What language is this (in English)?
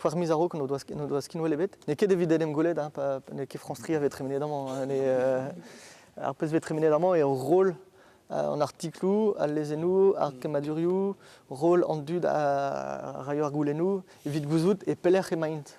Breton